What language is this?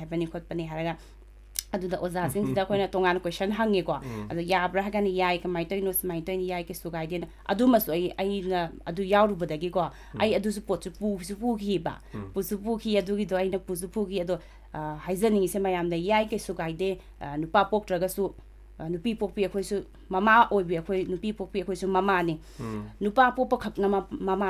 Manipuri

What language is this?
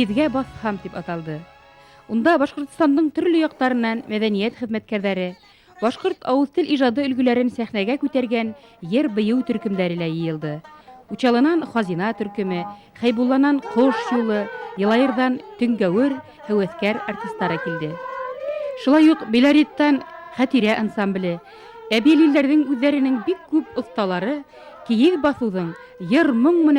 Bashkir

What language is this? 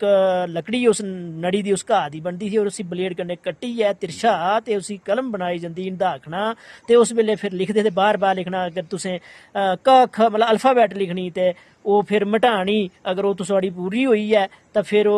Dogri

